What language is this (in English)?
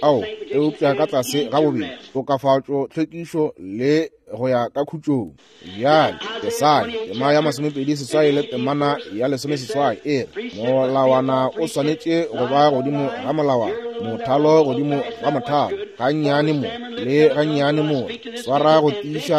Northern Sotho